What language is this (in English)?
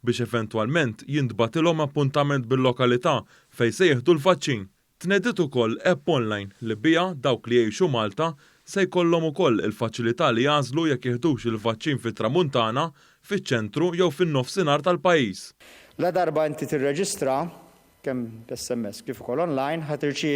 Maltese